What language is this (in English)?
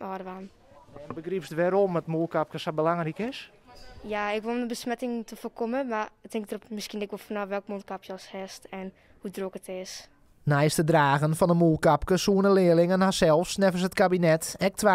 Western Frisian